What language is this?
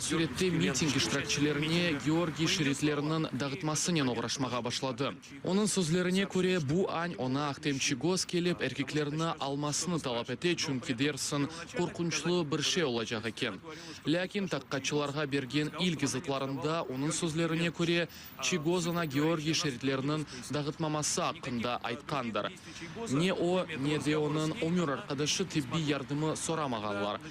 Crimean Tatar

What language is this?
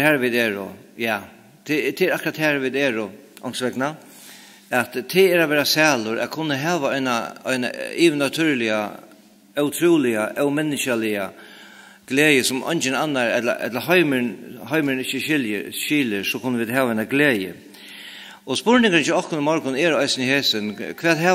Faroese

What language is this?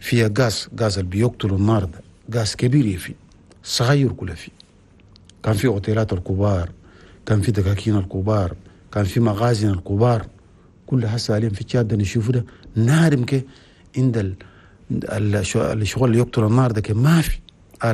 Chadian Arabic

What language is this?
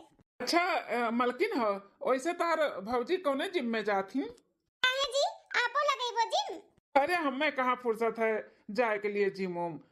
Awadhi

